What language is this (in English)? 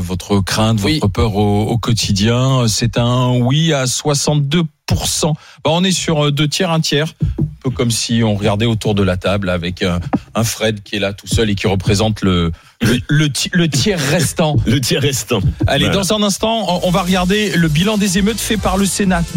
French